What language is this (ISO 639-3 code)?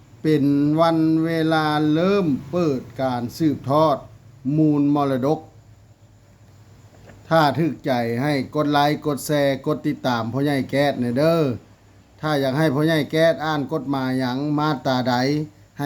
lao